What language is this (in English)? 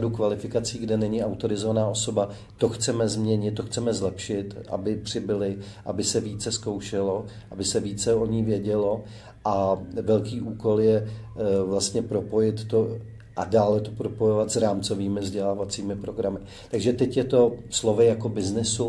Czech